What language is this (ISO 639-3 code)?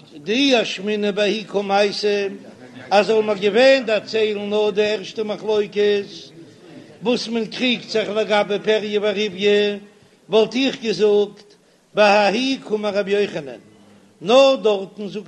yid